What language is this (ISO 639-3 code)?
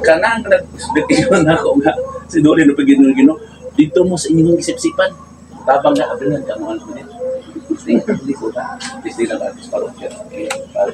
ceb